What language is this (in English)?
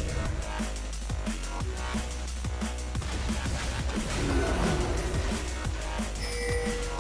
English